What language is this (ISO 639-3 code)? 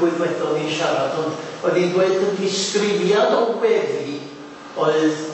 cym